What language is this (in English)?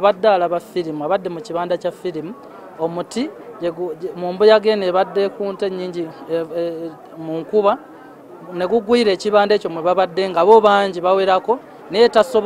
Ganda